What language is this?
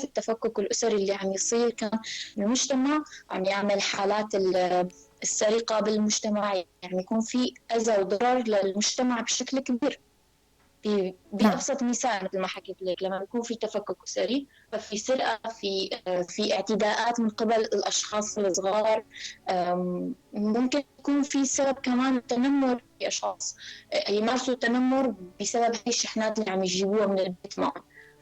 North Levantine Arabic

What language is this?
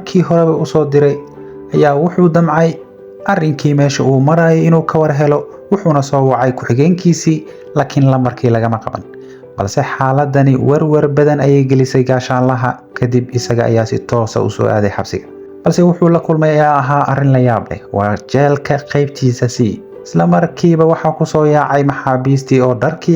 Somali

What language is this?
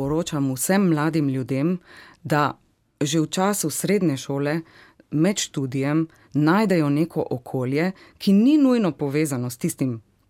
Slovenian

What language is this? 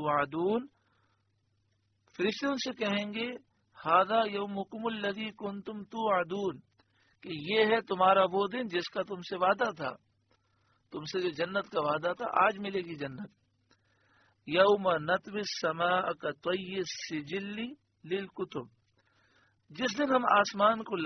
Urdu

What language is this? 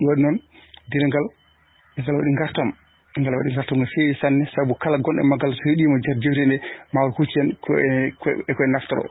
Fula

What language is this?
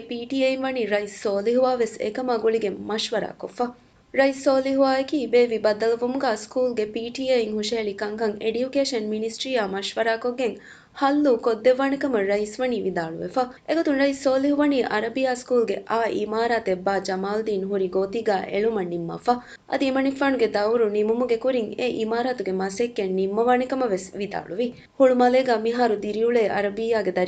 Divehi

